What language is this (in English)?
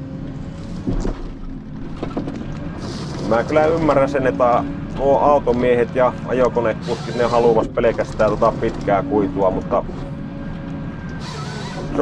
Finnish